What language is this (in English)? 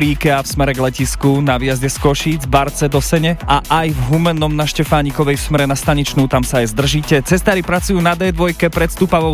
Slovak